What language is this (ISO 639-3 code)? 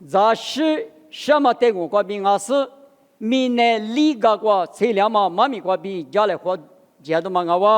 lis